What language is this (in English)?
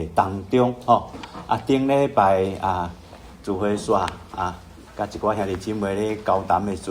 Min Nan Chinese